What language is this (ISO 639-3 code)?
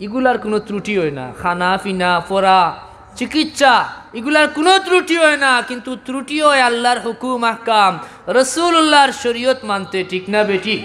syl